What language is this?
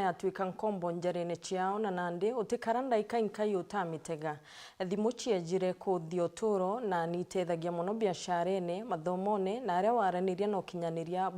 Meru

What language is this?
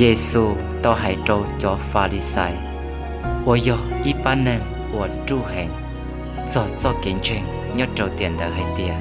Hmong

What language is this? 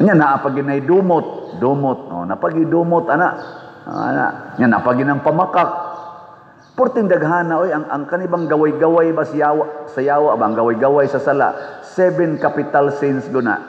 Cebuano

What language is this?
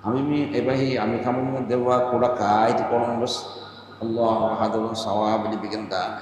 Divehi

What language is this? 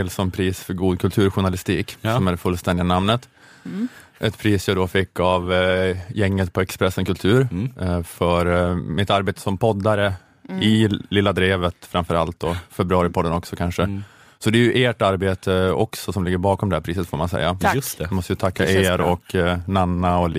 Swedish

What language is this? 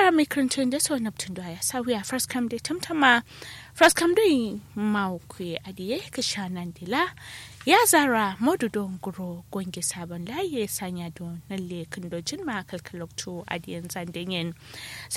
Kanuri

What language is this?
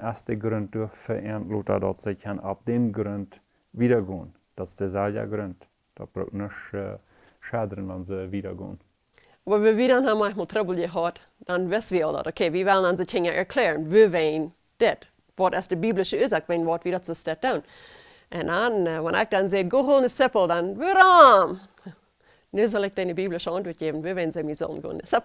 Plautdietsch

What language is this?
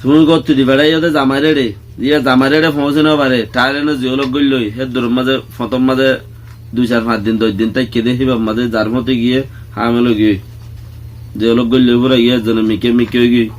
Rohingya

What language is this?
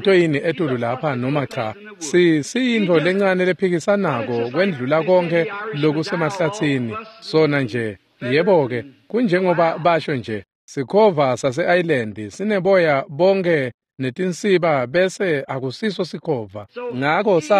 Swati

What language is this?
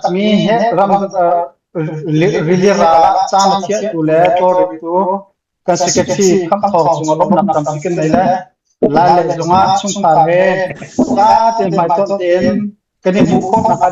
Hakha Chin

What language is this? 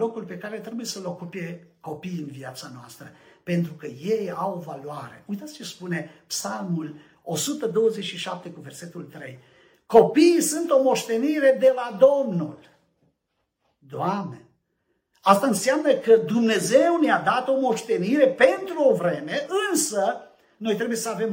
Romanian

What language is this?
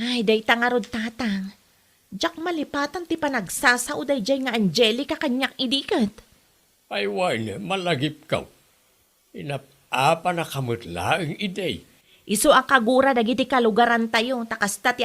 Iloko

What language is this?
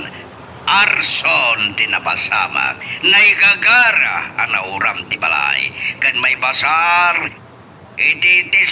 Iloko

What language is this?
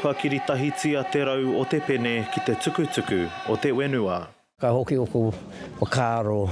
Māori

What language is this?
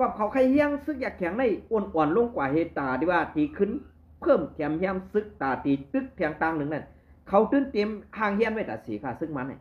Shan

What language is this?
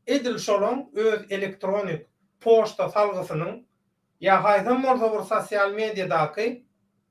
Turkmen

